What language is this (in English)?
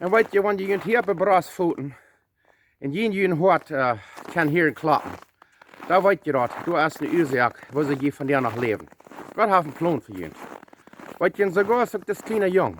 Plautdietsch